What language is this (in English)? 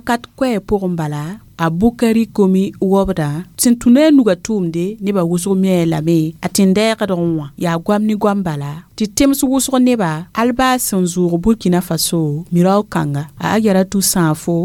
Mossi